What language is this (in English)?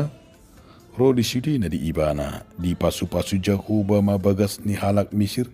Batak Toba